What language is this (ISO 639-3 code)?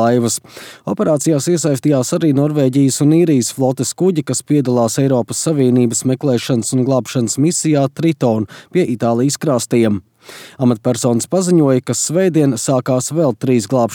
lav